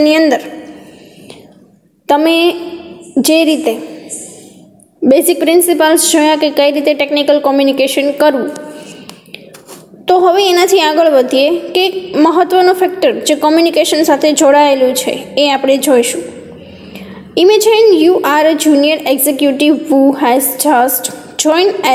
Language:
Gujarati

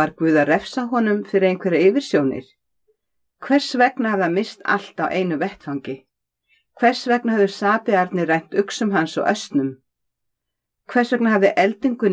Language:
Icelandic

